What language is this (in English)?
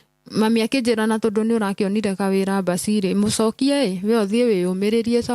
Kikuyu